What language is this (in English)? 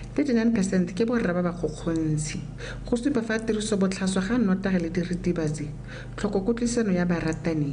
Tswana